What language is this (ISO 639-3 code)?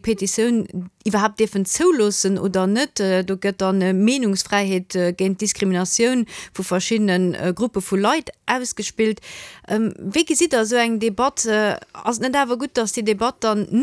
ltz